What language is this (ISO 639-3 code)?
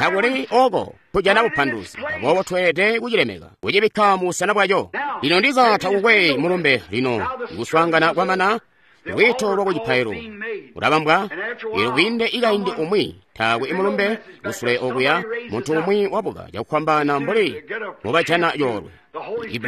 toi